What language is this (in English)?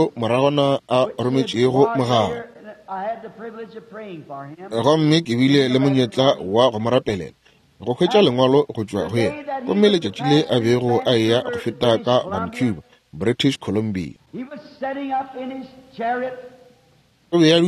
Northern Sotho